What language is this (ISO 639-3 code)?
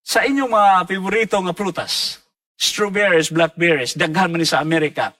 ceb